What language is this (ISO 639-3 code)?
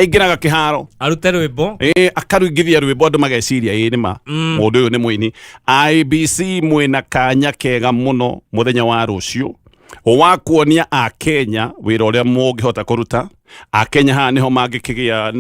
kik